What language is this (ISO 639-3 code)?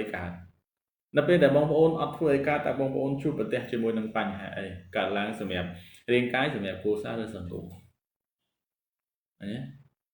khm